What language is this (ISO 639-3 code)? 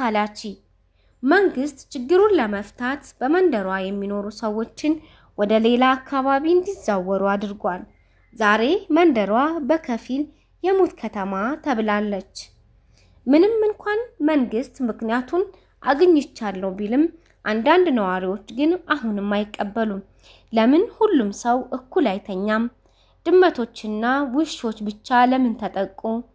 amh